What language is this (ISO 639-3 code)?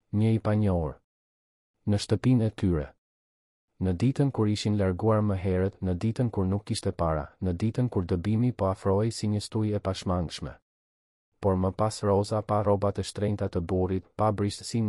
sqi